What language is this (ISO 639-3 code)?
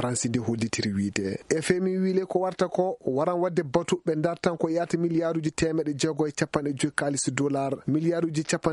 ful